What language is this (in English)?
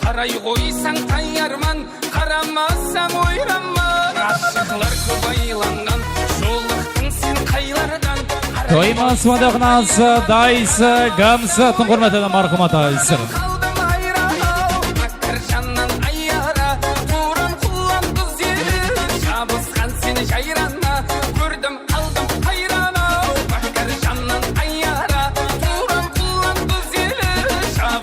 Kara-Kalpak